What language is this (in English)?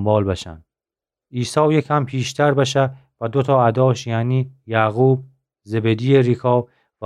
Gilaki